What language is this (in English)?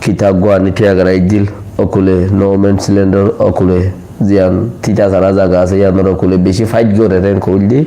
Rohingya